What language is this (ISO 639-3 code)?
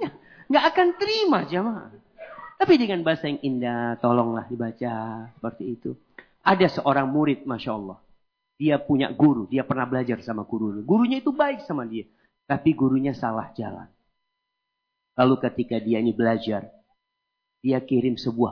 ind